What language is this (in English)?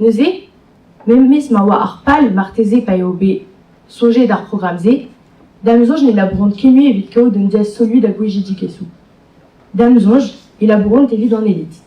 Breton